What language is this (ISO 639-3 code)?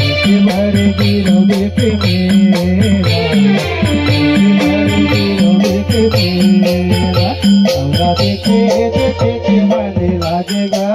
hne